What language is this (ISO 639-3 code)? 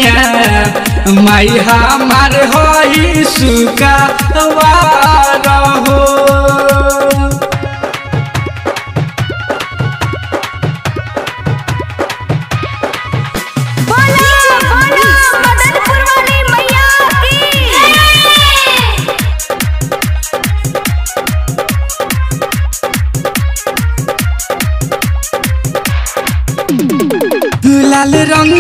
bho